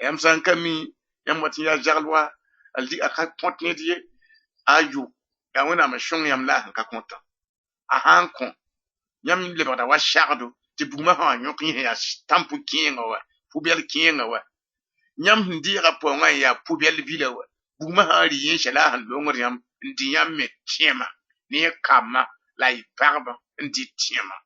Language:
Mossi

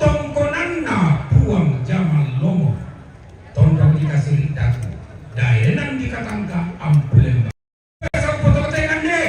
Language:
Toraja-Sa'dan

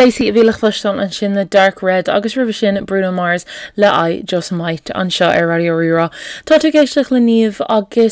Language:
Irish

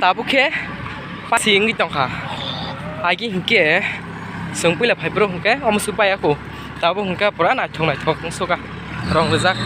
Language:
Kok Borok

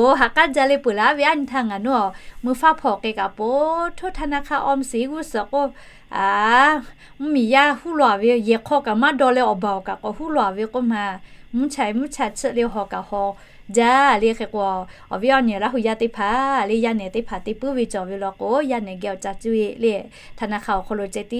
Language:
Lahu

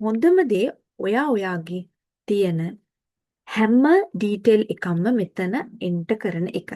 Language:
Sinhala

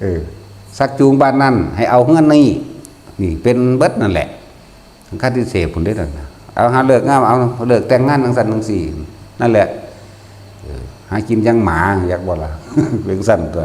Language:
Northeastern Thai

